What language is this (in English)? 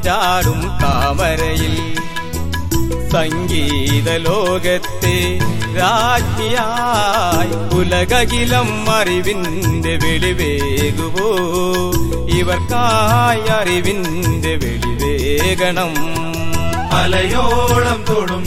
Malayalam